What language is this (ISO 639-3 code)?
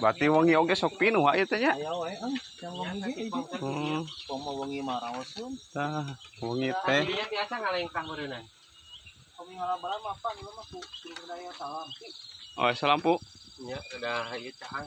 sun